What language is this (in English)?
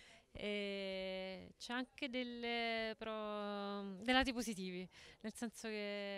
Italian